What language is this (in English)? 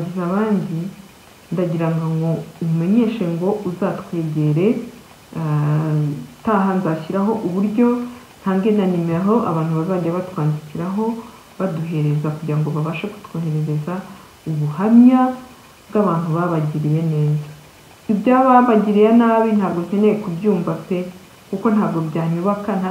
Kinyarwanda